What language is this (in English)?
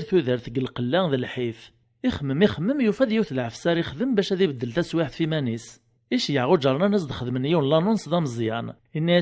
Kabyle